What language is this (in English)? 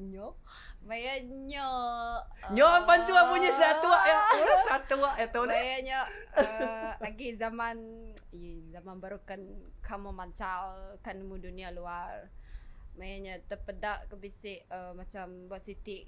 Iban